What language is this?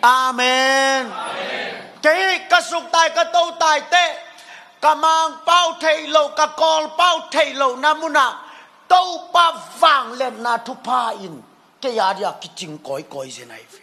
Tedim Chin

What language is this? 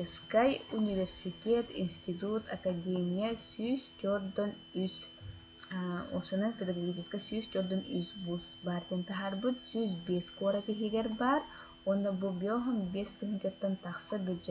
Yakut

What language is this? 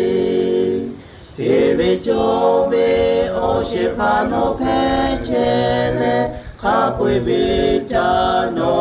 Lahu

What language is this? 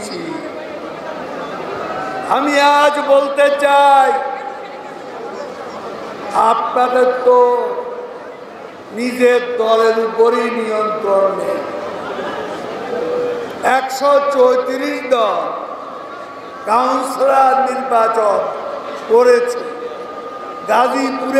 Bangla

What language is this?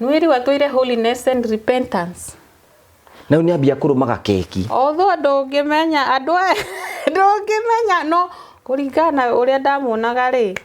Kikuyu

